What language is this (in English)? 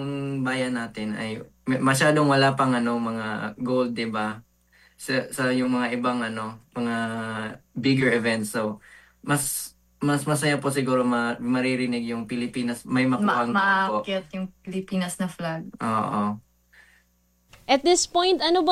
Filipino